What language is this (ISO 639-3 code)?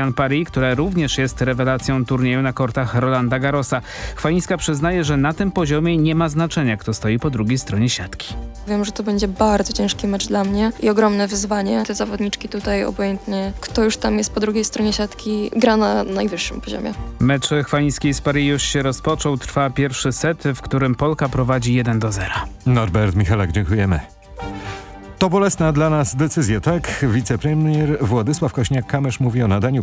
pol